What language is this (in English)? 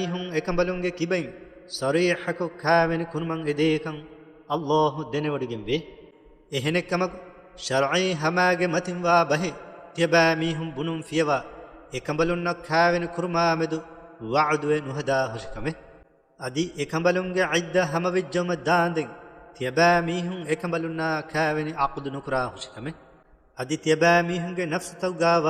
Divehi